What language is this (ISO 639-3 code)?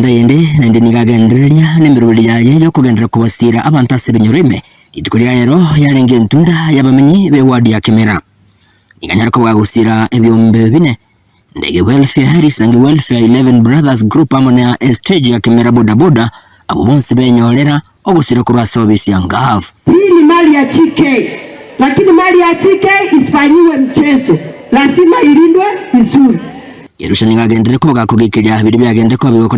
guz